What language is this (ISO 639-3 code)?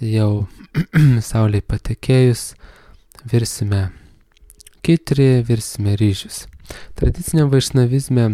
lit